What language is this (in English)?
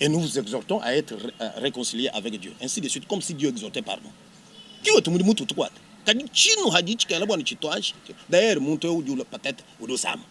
Luba-Lulua